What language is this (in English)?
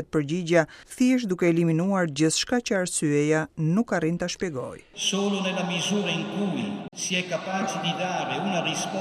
Albanian